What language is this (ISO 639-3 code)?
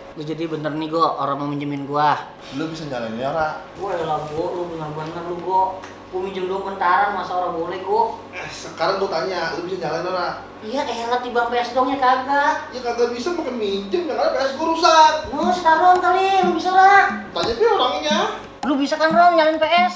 bew